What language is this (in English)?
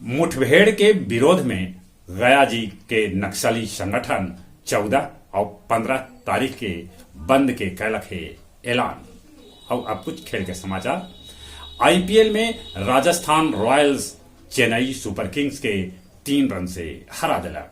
Magahi